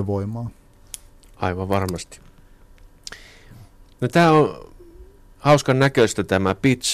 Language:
Finnish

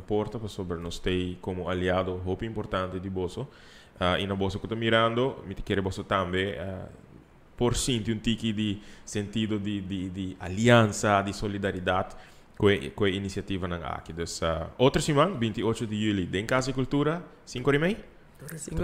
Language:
Papiamento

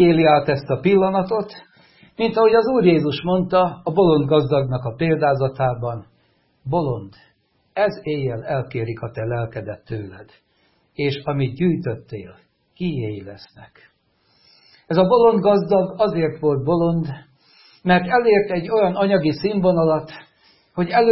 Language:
Hungarian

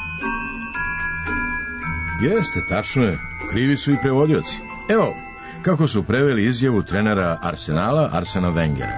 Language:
Serbian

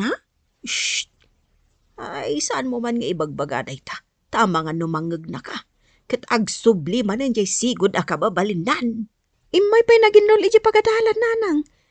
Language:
Iloko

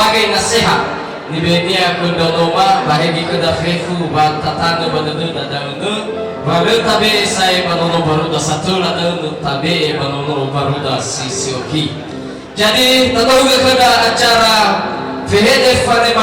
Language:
Nias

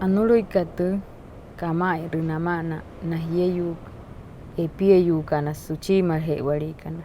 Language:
Wayuu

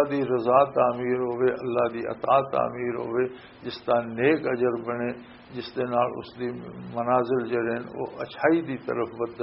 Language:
Western Panjabi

